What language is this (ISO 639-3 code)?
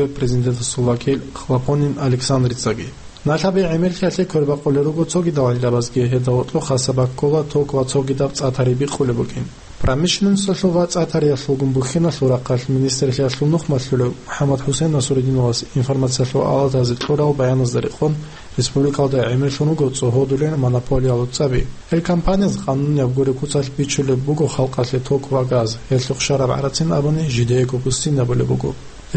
ava